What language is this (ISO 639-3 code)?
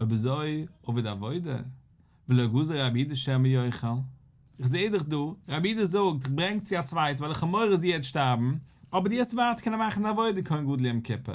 yid